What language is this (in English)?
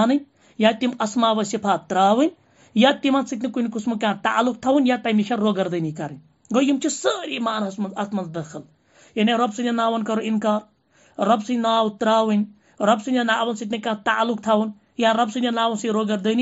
Kashmiri